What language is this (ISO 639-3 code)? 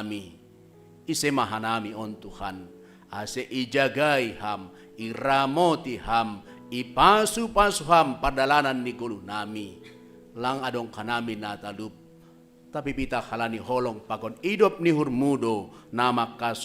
bts